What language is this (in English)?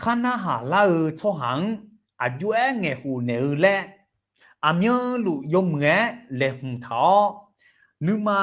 Akha